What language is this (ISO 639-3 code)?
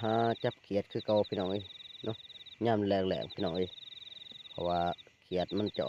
tts